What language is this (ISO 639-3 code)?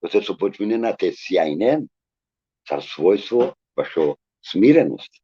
rmn